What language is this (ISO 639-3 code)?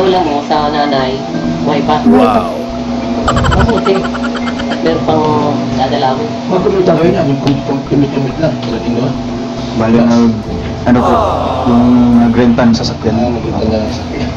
fil